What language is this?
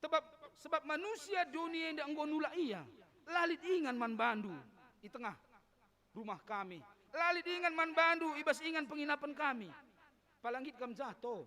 Batak Karo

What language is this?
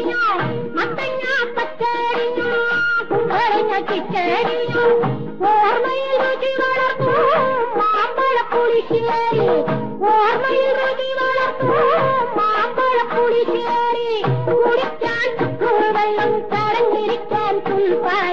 Malayalam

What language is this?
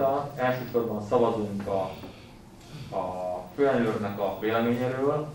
Hungarian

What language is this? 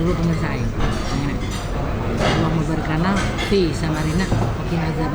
Banjar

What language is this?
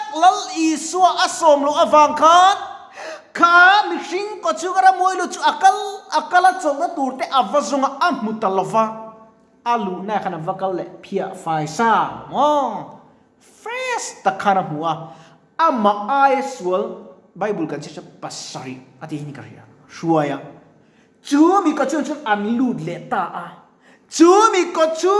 Mizo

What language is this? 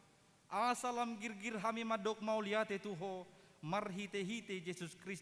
Batak Toba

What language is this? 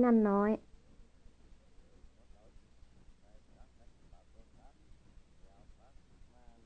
Thai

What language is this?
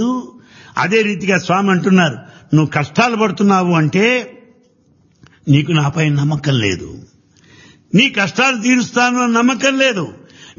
Telugu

